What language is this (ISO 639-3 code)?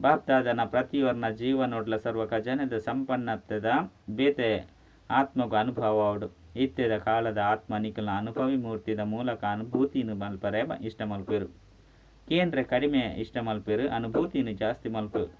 tcy